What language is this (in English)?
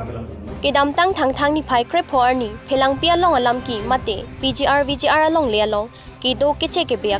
Karbi